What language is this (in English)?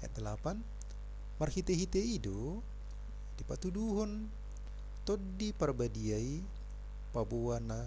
Batak Toba